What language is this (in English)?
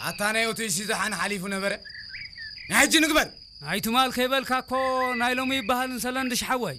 Tigrinya